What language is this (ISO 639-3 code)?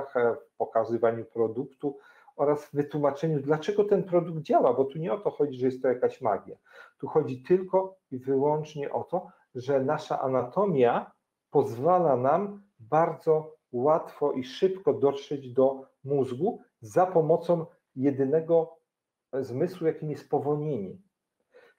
pol